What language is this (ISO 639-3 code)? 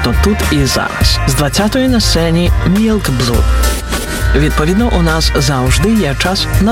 ukr